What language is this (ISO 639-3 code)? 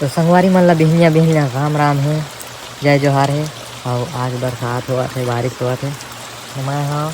hne